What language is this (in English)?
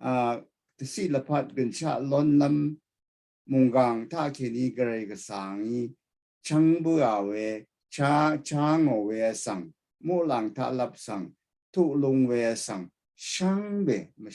Rawang